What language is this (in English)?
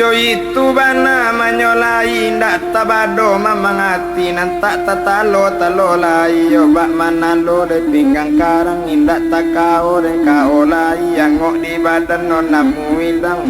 Minangkabau